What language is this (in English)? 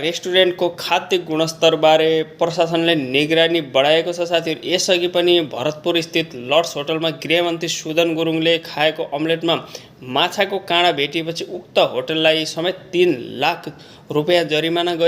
Nepali